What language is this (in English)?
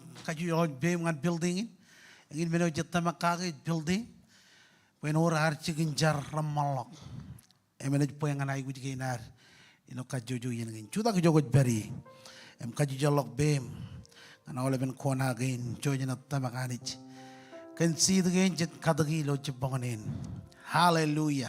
Marshallese